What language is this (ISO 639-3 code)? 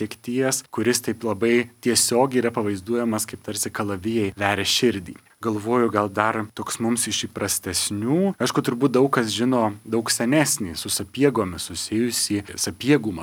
lit